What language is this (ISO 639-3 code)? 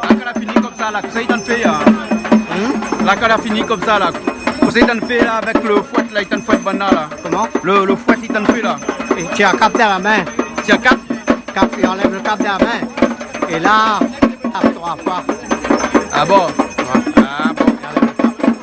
rcf